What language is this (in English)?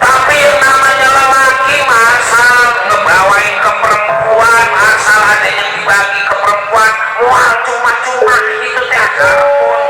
Betawi